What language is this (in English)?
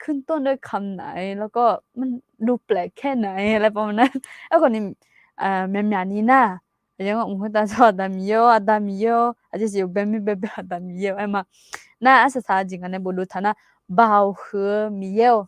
Akha